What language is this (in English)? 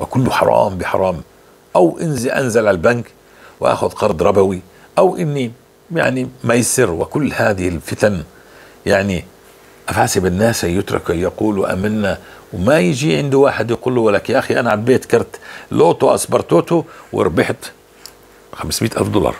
North Levantine Arabic